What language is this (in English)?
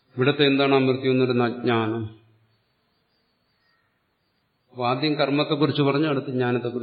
Malayalam